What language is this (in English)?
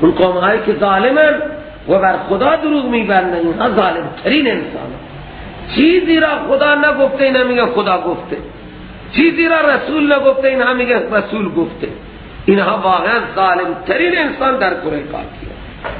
Persian